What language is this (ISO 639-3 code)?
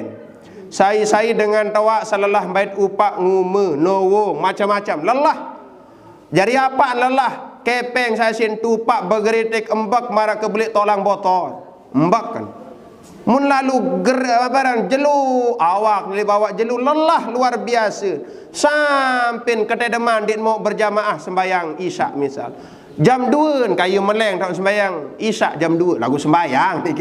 sas